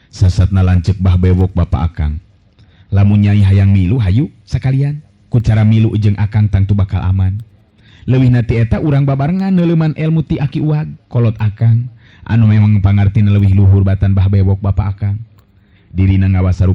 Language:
Sundanese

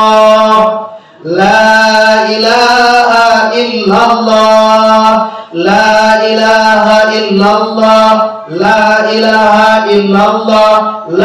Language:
Minangkabau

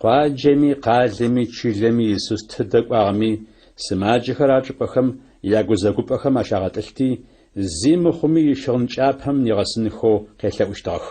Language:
Adyghe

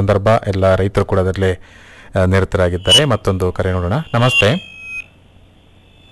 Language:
Kannada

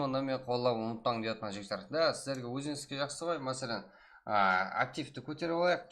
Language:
Kara-Kalpak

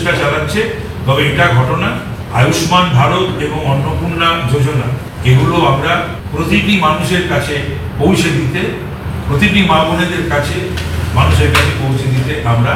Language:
Bangla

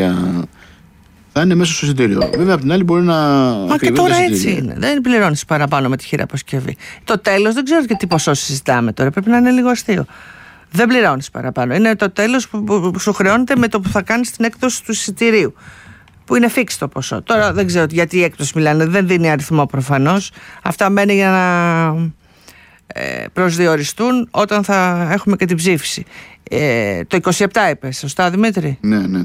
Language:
Greek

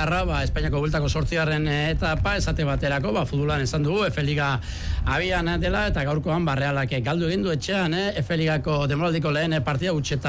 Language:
Basque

